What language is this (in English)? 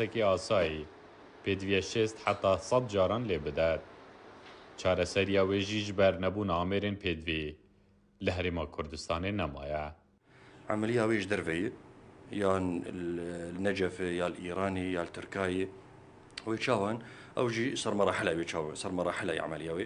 Kurdish